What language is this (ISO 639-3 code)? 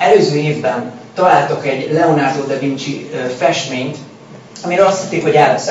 hun